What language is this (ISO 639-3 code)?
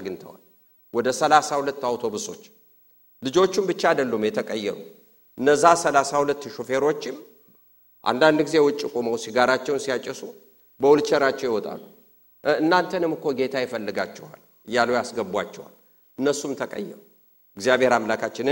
amh